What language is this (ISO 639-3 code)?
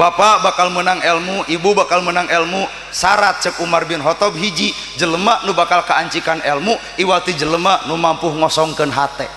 sun